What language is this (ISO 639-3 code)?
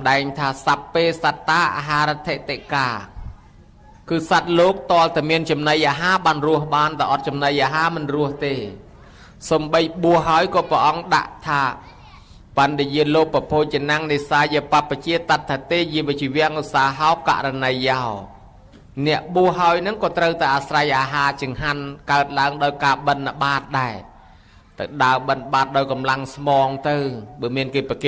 khm